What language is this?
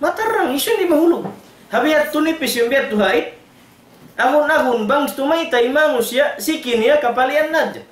Tausug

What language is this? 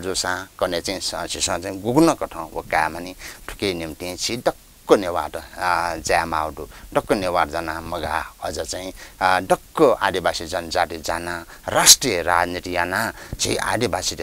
Newari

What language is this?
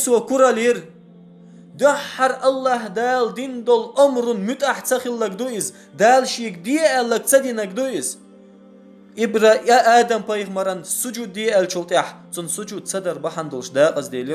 Chechen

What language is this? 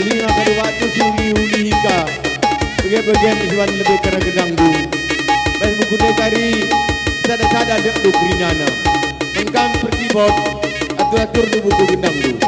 Batak Karo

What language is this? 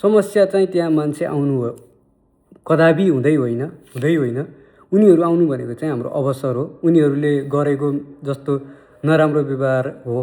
Nepali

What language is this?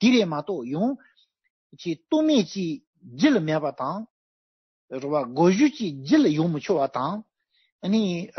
Tibetan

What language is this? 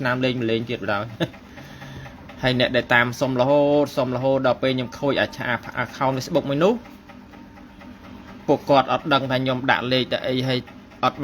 Khmer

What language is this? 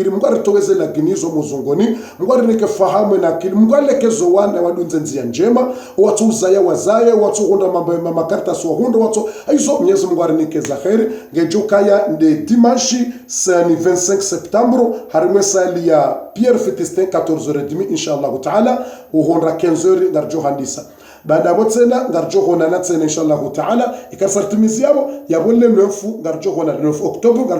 Ngazidja Comorian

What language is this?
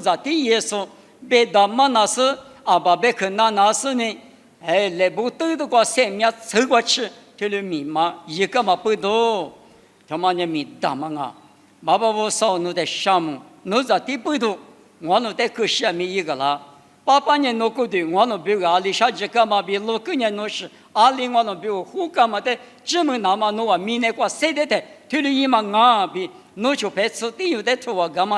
Lisu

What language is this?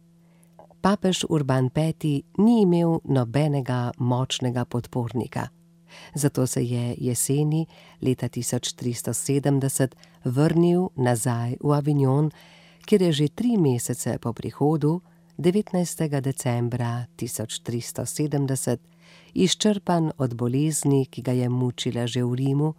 Slovenian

